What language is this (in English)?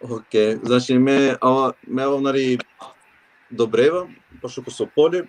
Balkan Romani